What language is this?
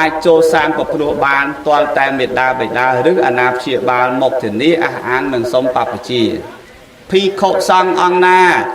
Khmer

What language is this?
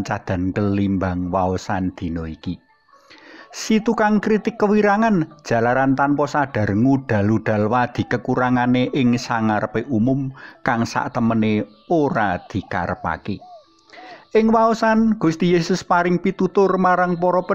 Javanese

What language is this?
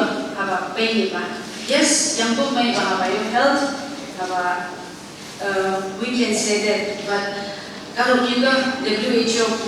Phom Naga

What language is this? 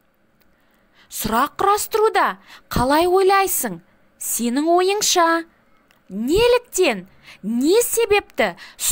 Kazakh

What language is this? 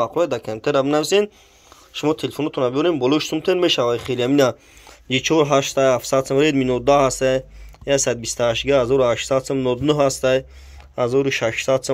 Tajik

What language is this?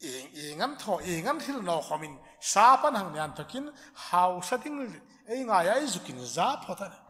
Hmar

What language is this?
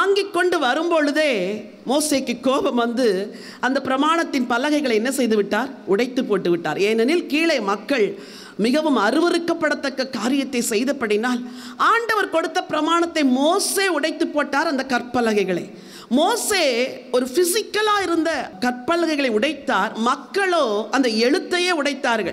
Tamil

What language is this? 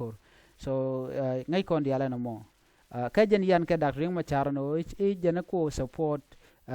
Nuer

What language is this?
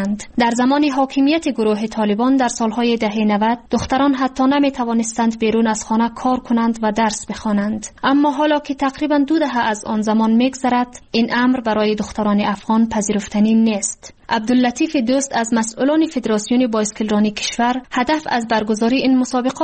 Persian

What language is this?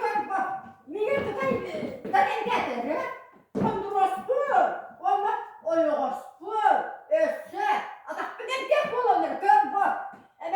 Yakut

